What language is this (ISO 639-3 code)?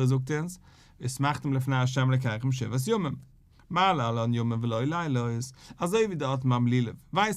yid